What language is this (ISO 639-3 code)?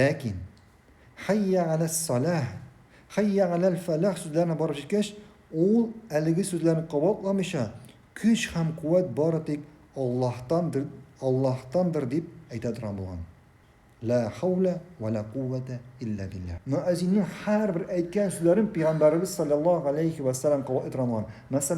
tat